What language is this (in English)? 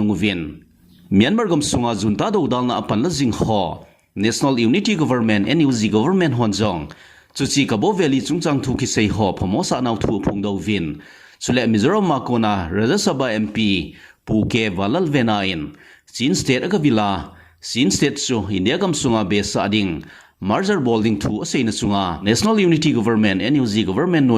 Thado Chin